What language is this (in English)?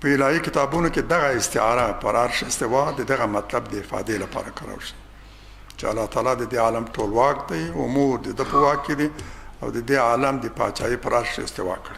Pashto